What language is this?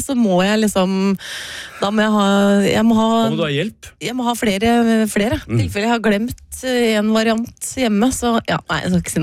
Norwegian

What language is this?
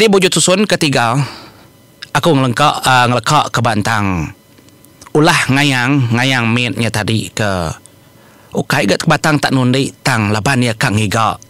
Iban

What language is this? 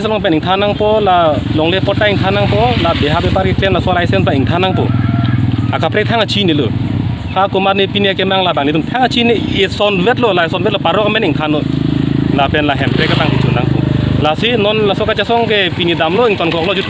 Karbi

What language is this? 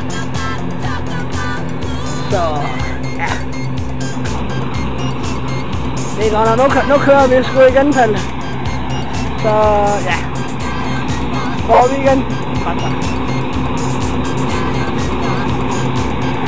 Danish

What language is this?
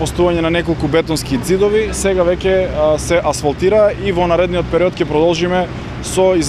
Macedonian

